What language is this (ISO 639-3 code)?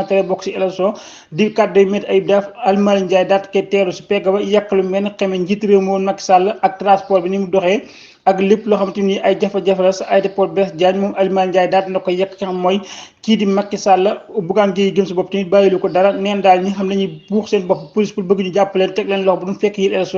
wol